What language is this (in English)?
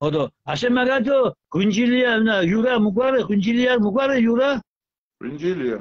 Mingrelian